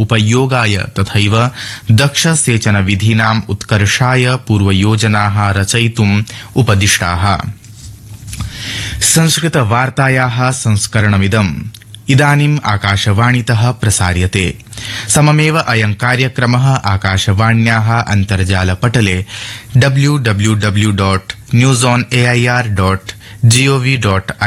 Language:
Sanskrit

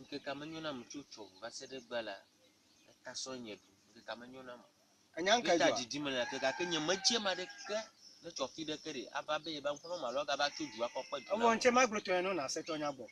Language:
Ewe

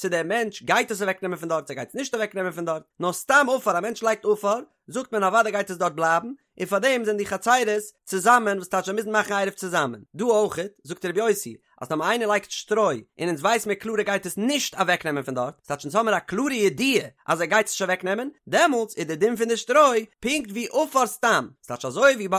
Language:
Yiddish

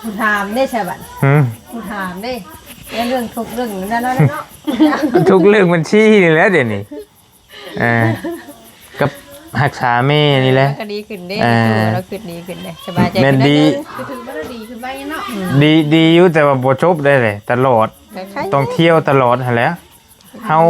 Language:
Northeastern Thai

